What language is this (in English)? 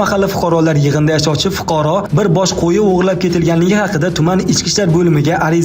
Uzbek